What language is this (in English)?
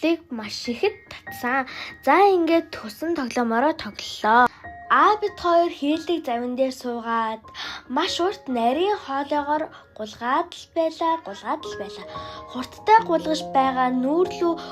Mongolian